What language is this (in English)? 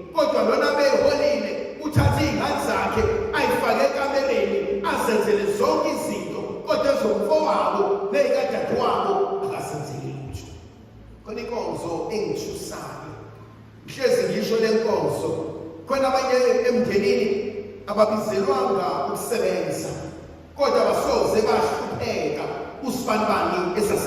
Zulu